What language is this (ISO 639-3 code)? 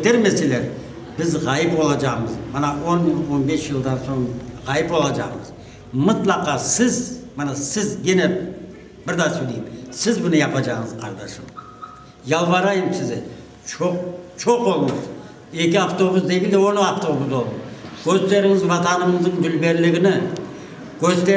crh